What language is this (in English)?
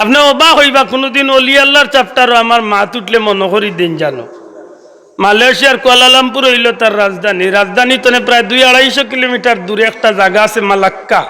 Sylheti